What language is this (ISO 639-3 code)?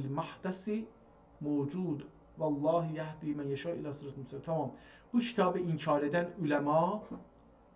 azb